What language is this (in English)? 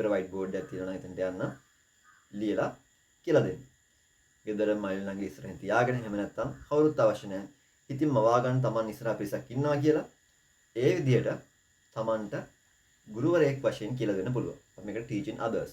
Sinhala